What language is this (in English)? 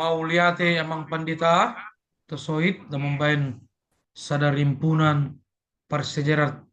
Batak Toba